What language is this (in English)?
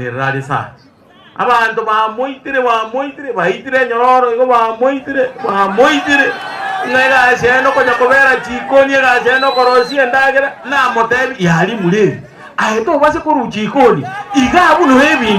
Gusii